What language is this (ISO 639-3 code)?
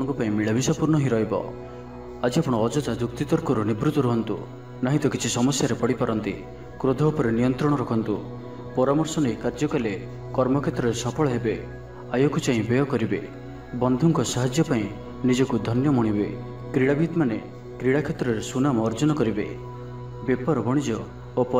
ori